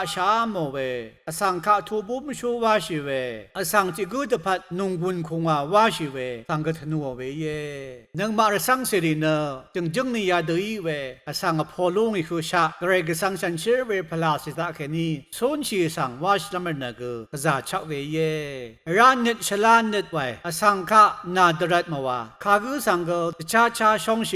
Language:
Rawang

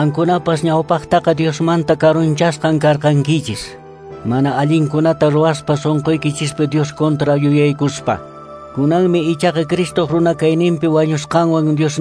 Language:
Quechua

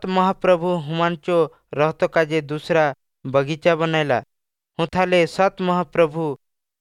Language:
Odia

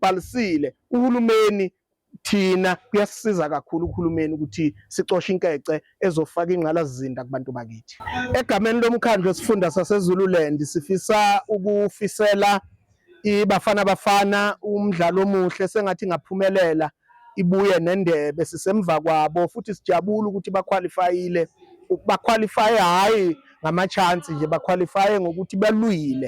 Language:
Zulu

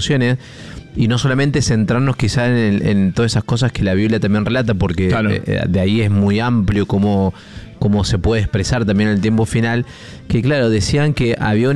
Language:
Spanish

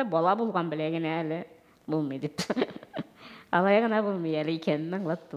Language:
Tatar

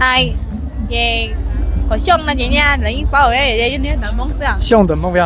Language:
Hmong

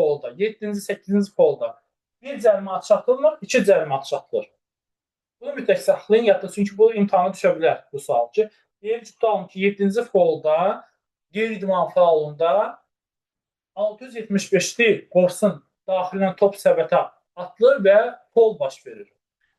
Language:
Azerbaijani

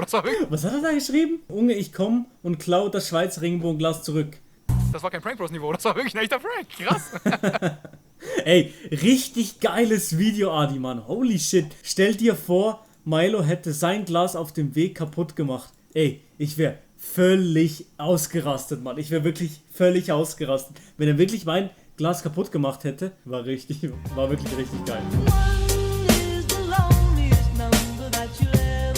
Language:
Swiss German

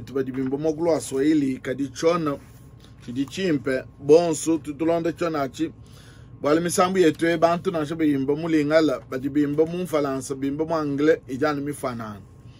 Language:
Luba-Lulua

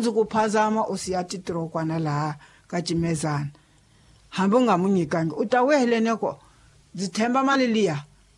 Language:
Tsonga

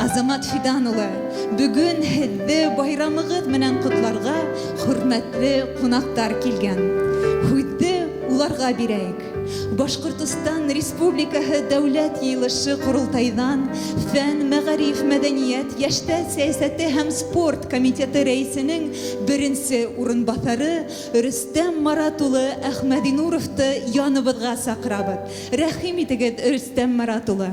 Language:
Bashkir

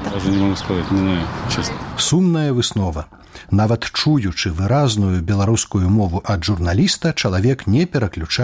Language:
Belarusian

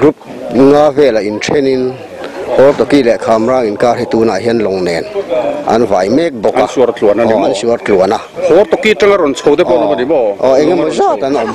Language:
Mizo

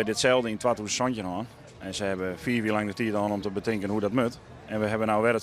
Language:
Western Frisian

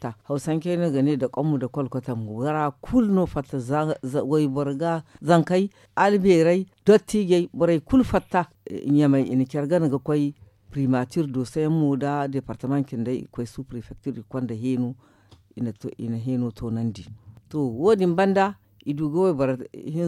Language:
Zarma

